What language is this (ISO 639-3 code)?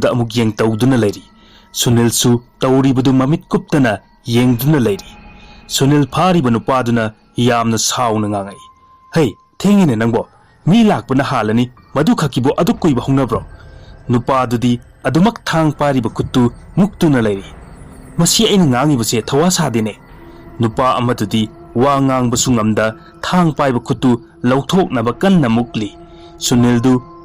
mni